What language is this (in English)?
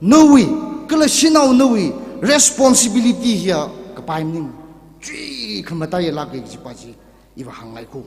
Tangkhul Naga (India)